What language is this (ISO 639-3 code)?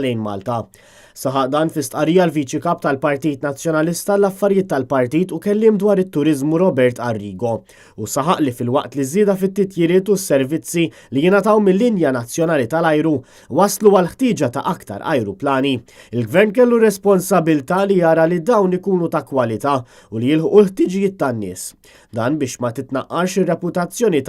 mlt